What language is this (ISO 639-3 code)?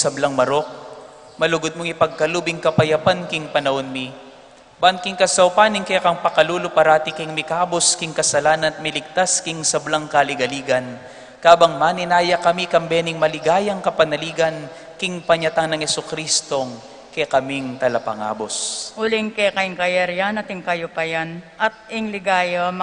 pam